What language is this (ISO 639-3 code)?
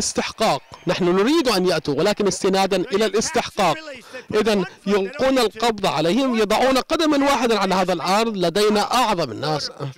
ara